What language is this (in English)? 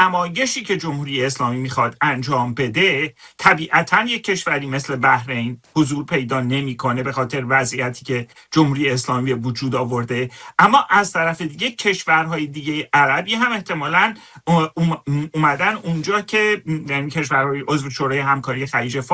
Persian